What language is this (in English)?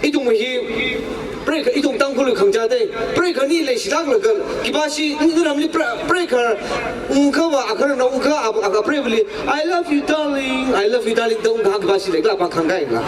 Tangkhul Naga (India)